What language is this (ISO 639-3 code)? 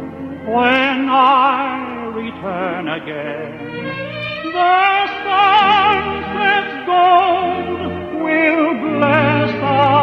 haw